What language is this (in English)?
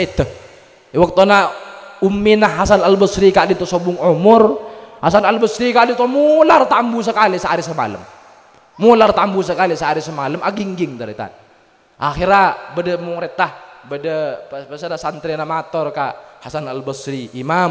Madurese